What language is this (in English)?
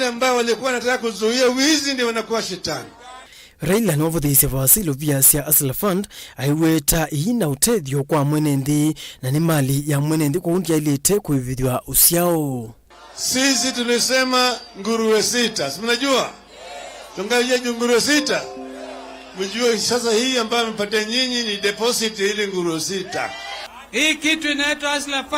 Kamba